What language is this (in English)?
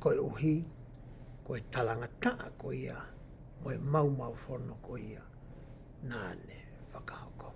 Tongan